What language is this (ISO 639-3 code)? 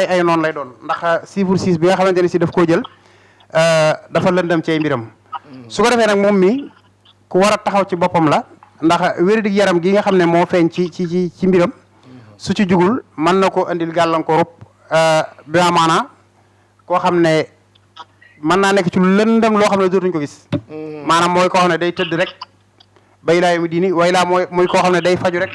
wol